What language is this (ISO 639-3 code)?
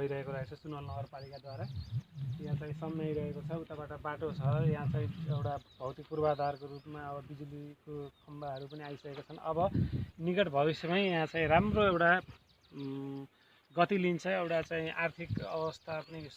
nep